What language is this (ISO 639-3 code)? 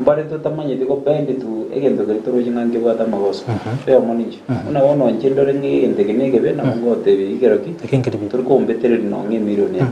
guz